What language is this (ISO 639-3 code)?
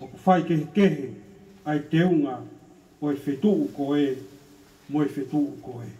ton